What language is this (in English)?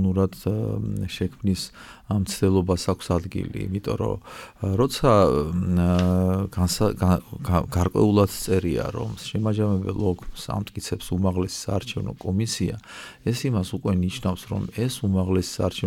Georgian